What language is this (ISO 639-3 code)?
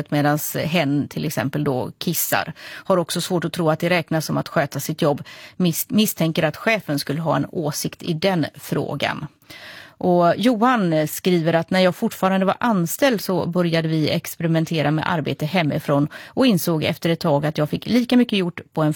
swe